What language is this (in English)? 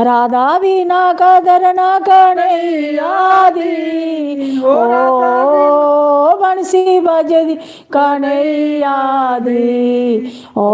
Dogri